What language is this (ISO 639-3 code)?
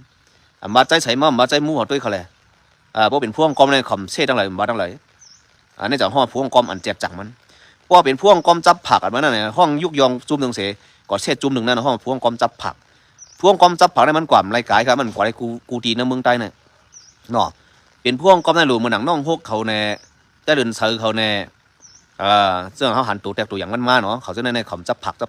shn